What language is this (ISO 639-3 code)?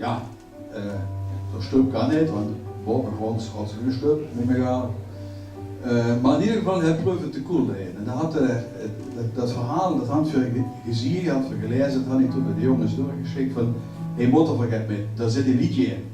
lim